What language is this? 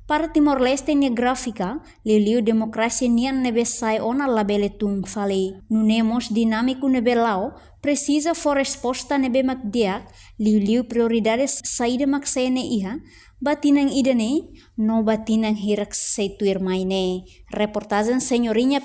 Tetum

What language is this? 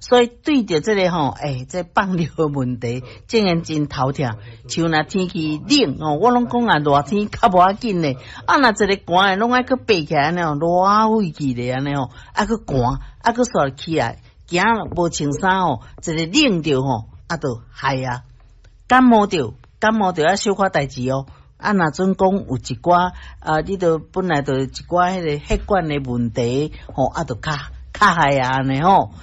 Min Nan Chinese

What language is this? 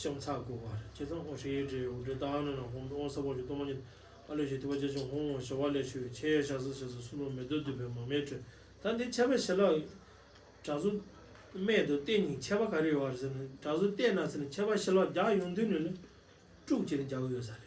Tibetan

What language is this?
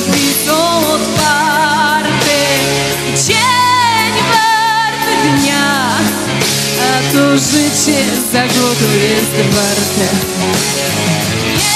Polish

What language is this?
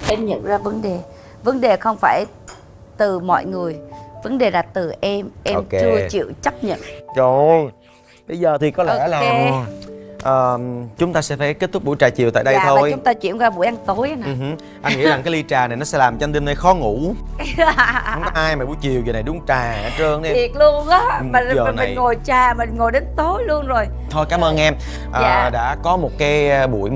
Vietnamese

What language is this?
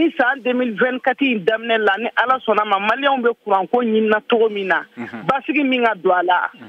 Bambara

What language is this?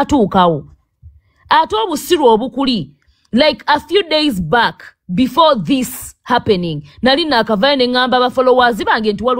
Ganda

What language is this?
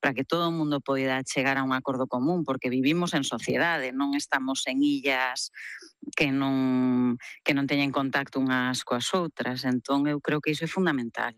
Galician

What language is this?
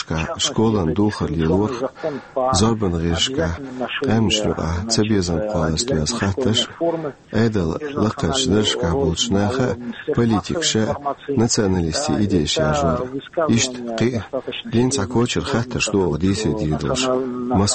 Chechen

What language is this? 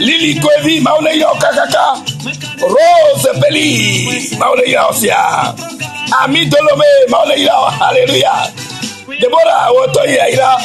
Ewe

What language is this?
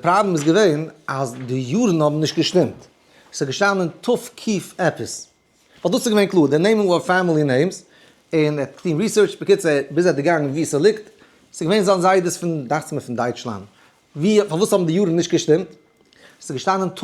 Yiddish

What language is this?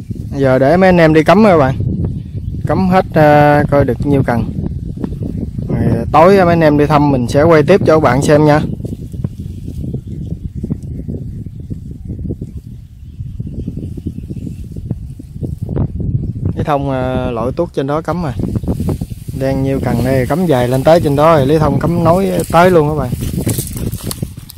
Vietnamese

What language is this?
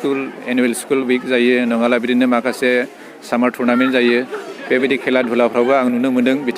Bodo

